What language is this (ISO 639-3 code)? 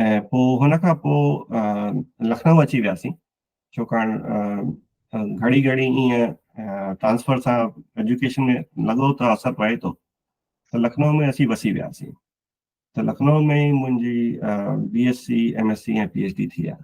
snd